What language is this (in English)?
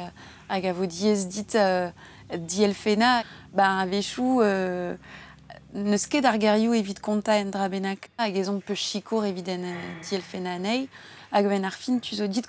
Breton